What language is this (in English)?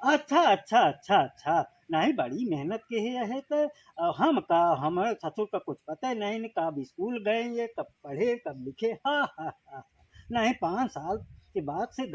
Awadhi